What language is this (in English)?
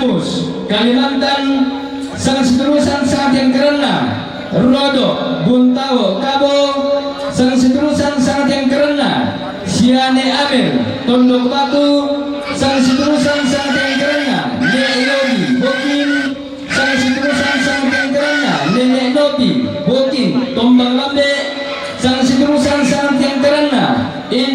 Toraja-Sa'dan